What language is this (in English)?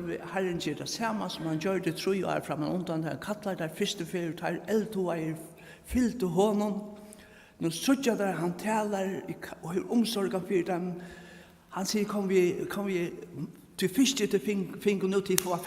Faroese